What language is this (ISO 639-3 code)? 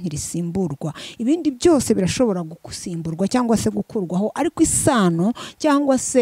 kin